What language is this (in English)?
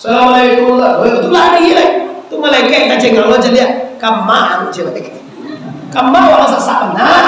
Minangkabau